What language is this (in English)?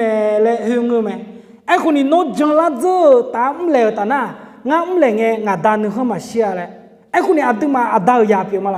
Akha